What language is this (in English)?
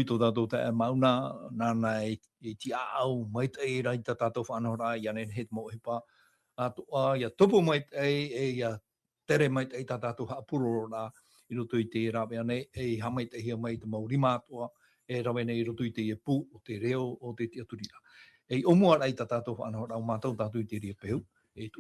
Tahitian